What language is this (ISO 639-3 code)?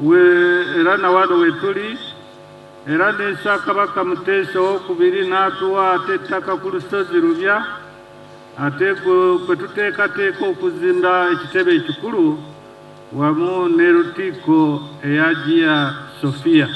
lug